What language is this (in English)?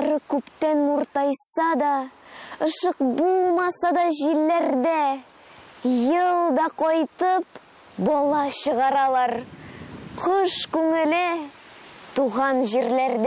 Tatar